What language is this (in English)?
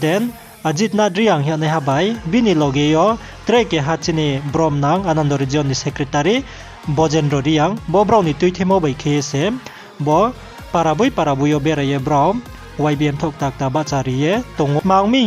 Riang (India)